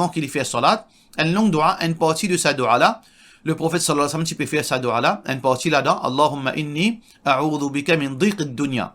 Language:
Morisyen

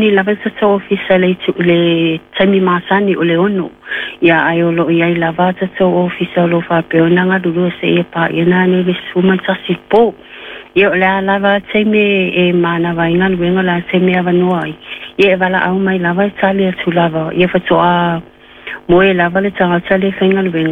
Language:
Samoan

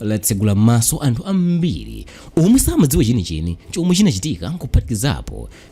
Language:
Nyanja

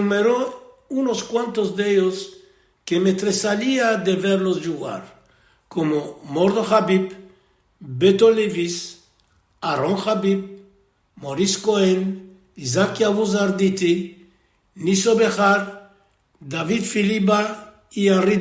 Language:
Ladino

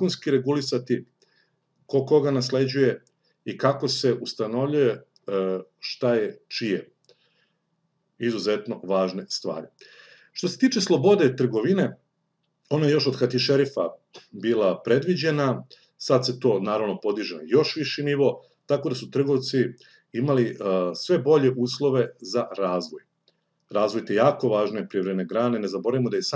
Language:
Serbian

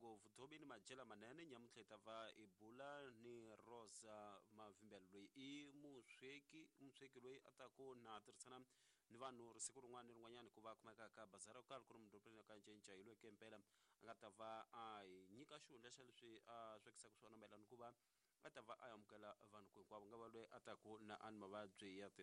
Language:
Tsonga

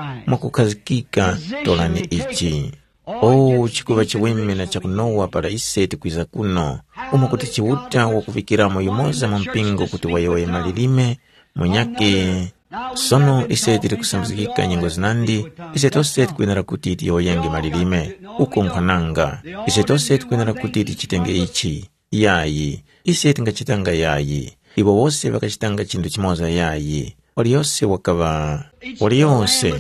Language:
Tumbuka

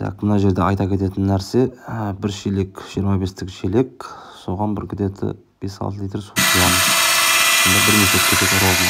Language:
Kazakh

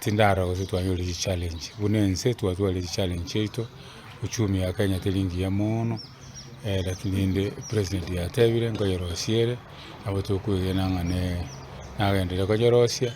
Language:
Gusii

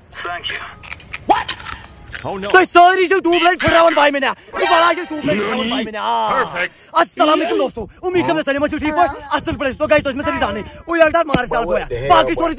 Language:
Kashmiri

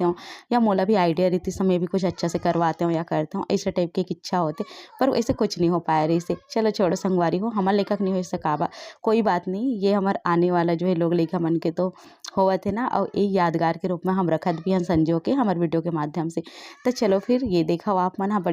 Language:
Chhattisgarhi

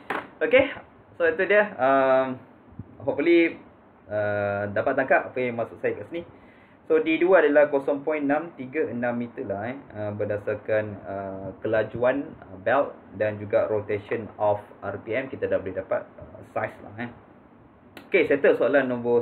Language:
Malay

